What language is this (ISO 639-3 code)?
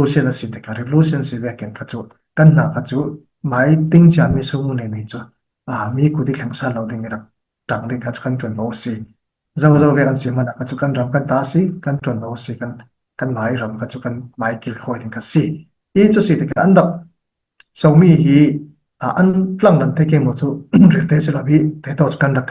cfm